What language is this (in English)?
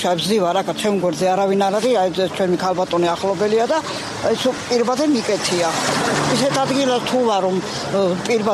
Georgian